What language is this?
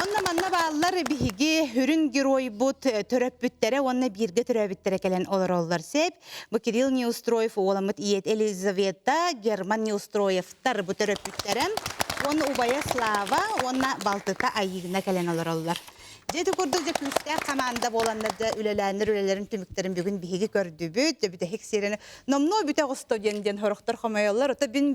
Yakut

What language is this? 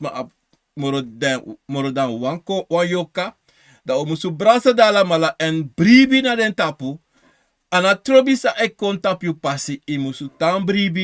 Sranan Tongo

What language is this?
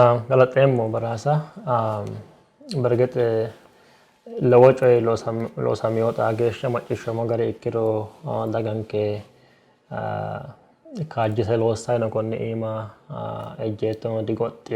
Sidamo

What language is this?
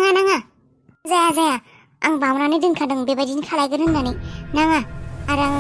Bodo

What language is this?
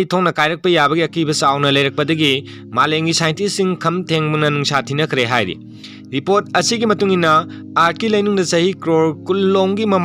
Manipuri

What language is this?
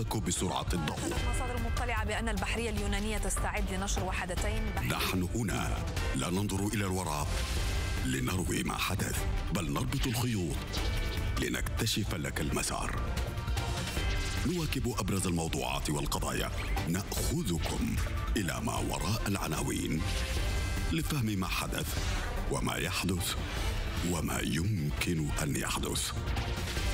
Arabic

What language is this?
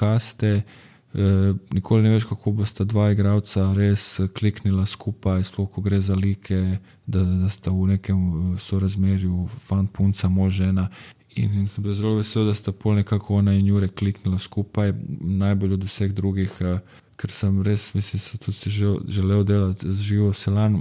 Slovenian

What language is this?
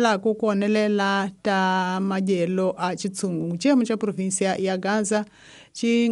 Tsonga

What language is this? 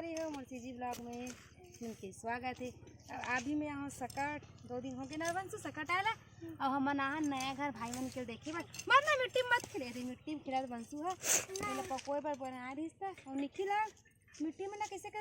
Chhattisgarhi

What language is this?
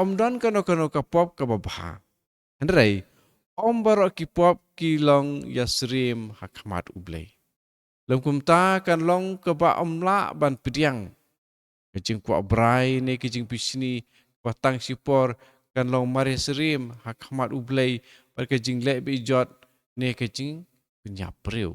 Khasi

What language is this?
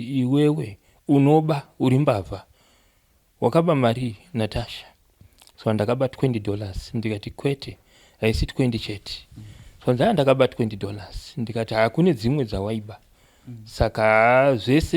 Shona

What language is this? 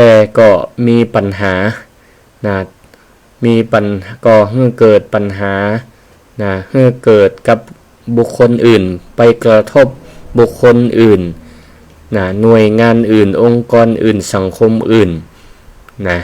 Northern Thai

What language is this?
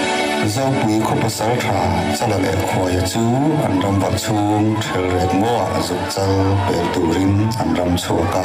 Mizo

